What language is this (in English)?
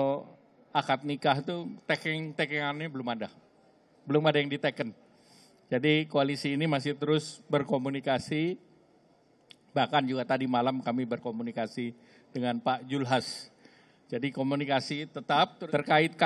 Indonesian